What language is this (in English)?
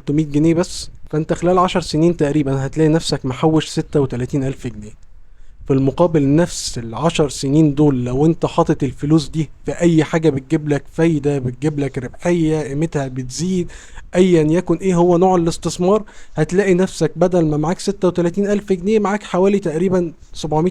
Egyptian Arabic